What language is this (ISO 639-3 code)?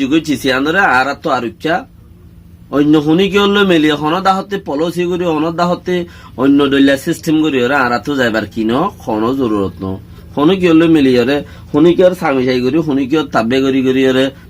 rhg